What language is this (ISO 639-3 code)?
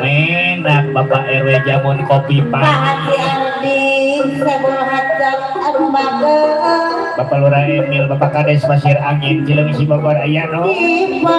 bew